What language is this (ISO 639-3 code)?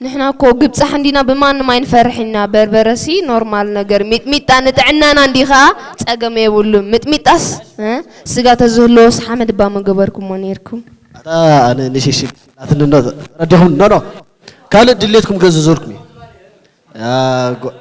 tir